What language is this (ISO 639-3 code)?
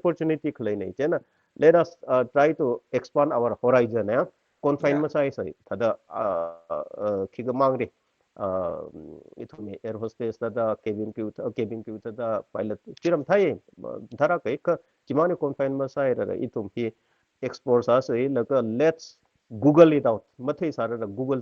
nmf